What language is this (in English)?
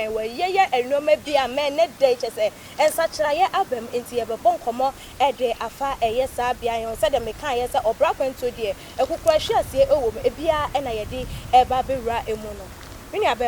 Akan